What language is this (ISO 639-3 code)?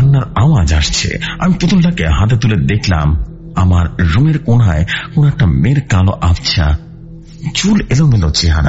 ben